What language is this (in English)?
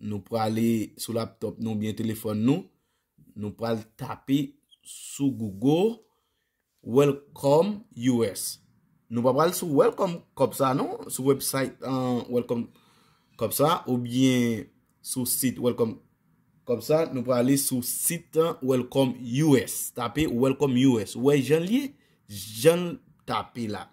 Haitian Creole